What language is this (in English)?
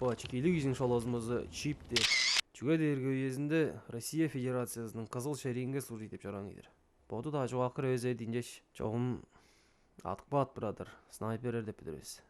Tuvinian